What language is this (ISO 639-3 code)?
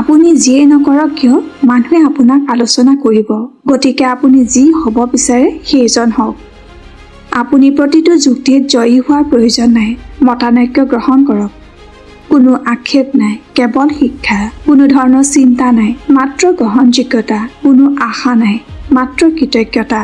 asm